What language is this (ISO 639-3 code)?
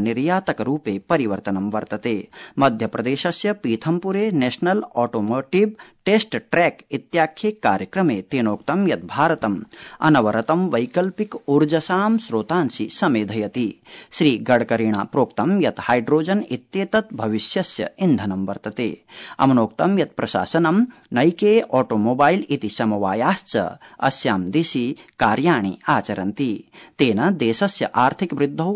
san